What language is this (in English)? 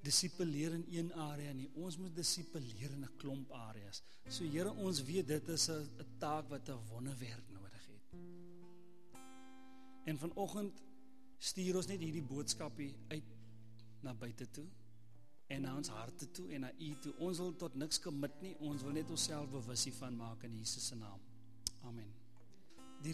Afrikaans